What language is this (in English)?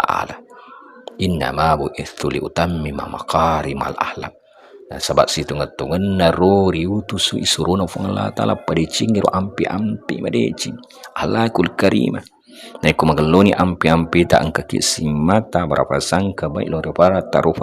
Buginese